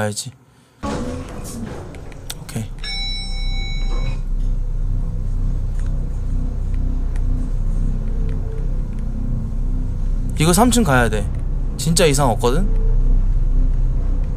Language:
Korean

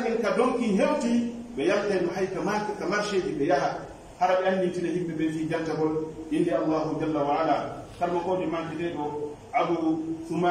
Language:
Pular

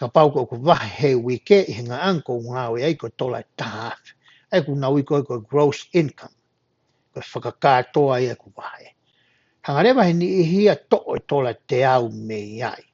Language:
Tongan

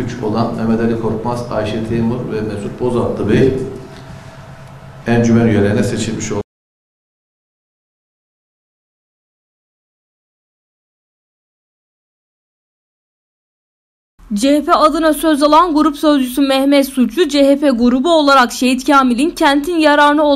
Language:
Turkish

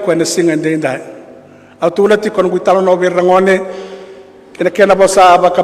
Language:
Fijian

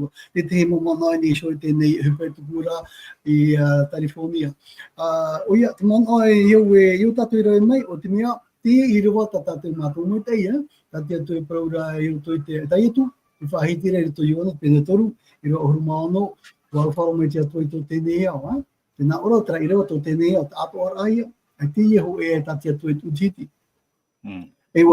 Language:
Tahitian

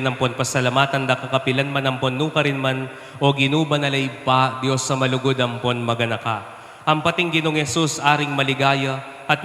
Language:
Pampanga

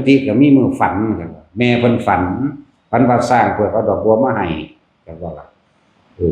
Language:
Northeastern Thai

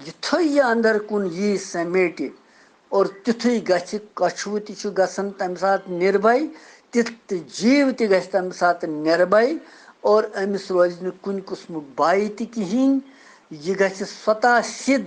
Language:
Kashmiri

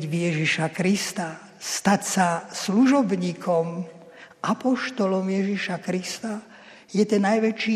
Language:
Slovak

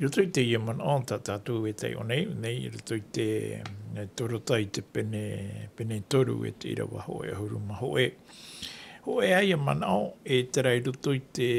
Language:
Tahitian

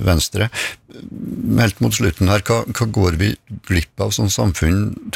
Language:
Norwegian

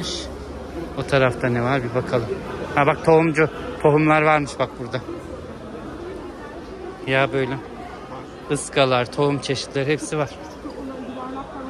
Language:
Turkish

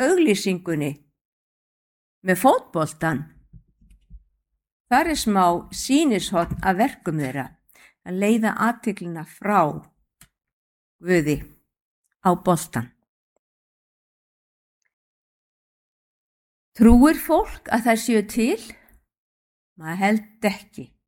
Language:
Icelandic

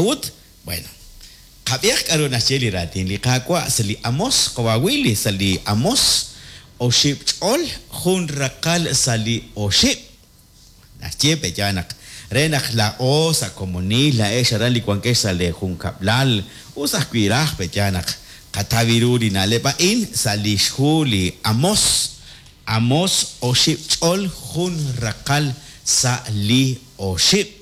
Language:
Kekchí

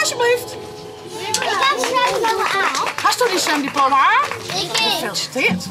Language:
Western Frisian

